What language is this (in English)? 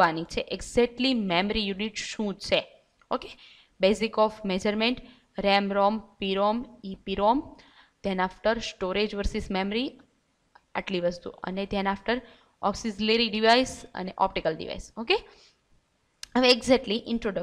Gujarati